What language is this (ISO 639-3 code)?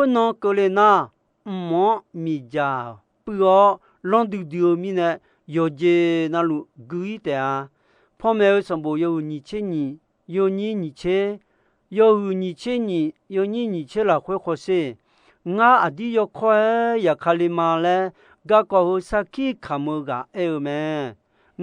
ahk